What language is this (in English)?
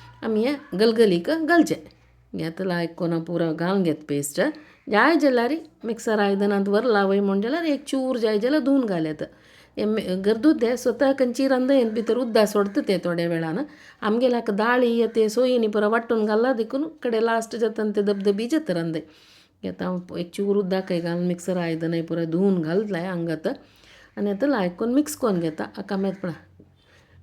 Konkani